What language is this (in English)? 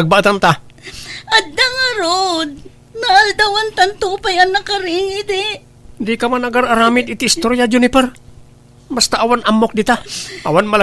Iloko